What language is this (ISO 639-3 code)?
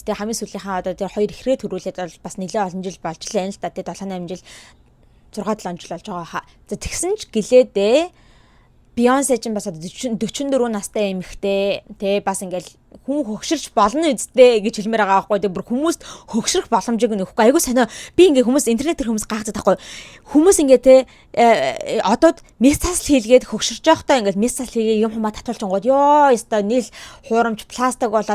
mon